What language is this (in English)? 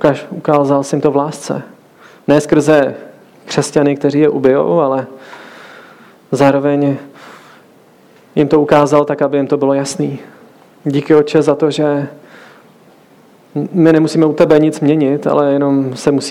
Czech